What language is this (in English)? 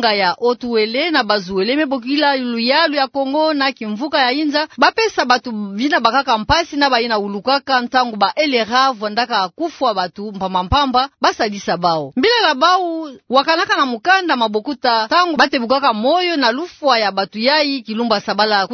Kituba (Democratic Republic of Congo)